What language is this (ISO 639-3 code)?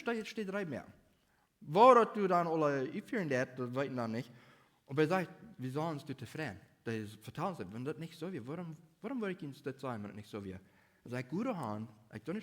pdt